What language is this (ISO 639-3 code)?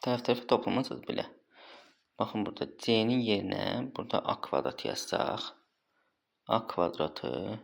aze